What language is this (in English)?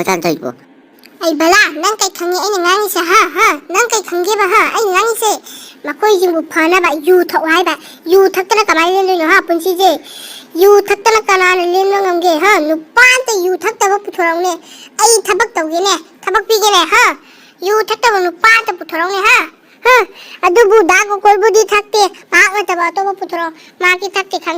Manipuri